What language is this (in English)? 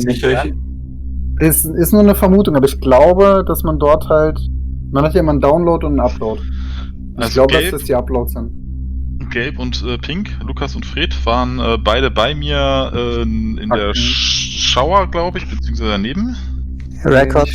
Swiss German